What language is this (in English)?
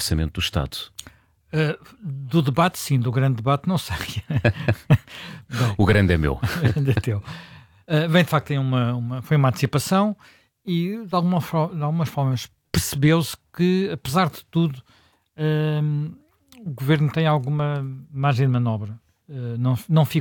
Portuguese